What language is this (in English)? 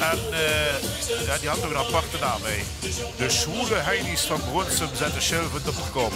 Limburgish